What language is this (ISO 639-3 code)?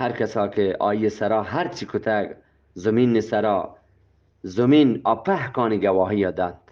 bgp